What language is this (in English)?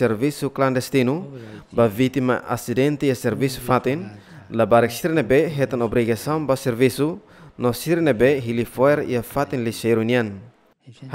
Tetum